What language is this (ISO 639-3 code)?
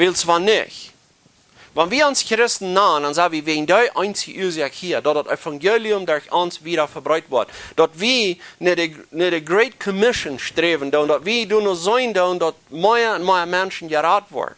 pdt